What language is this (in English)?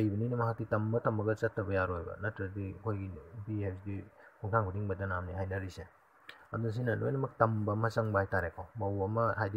Manipuri